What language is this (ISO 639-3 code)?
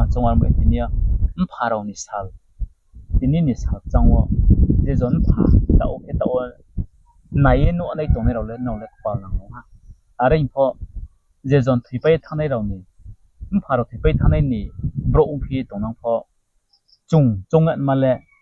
ria